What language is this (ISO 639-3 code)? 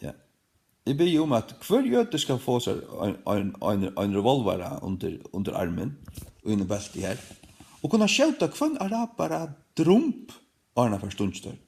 fao